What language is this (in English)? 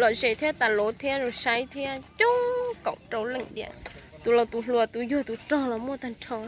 Hmong